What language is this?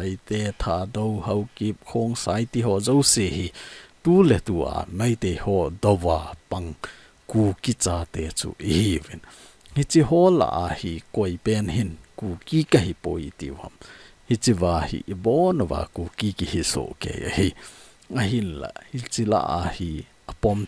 Thado Chin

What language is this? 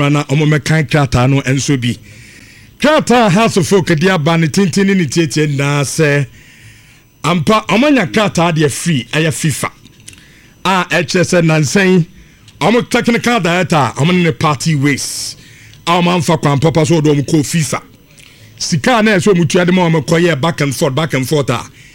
Akan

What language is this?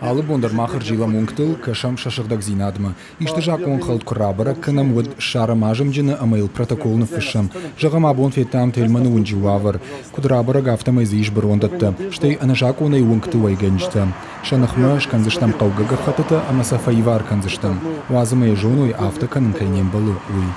Ossetic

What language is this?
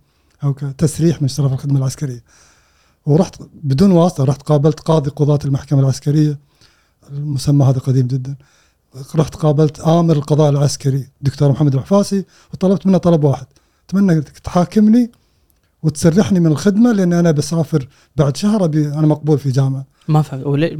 Gulf Arabic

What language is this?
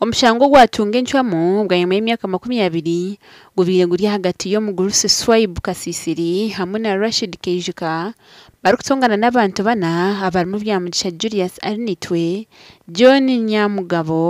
Nyankole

